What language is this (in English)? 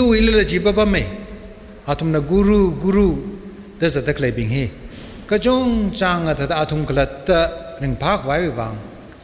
Tangkhul Naga (India)